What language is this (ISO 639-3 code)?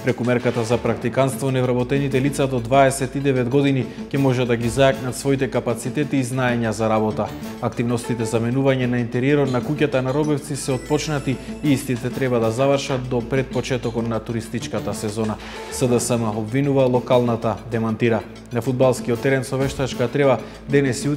mkd